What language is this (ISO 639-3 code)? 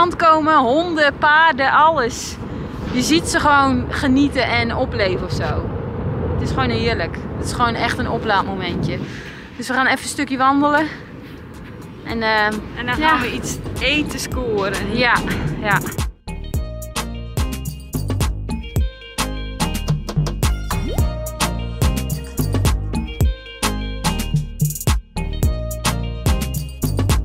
nld